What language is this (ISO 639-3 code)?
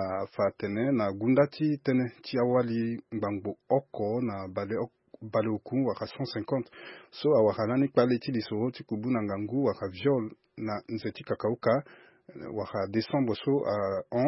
sag